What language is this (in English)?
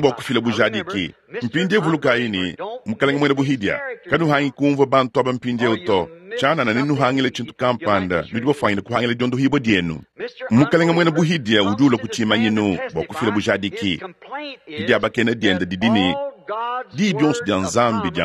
Luba-Lulua